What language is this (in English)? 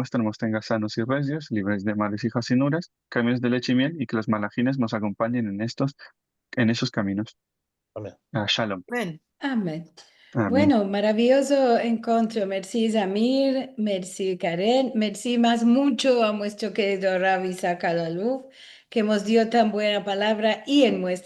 Ladino